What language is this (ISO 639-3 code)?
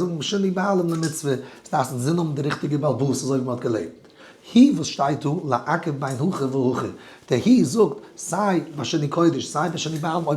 yid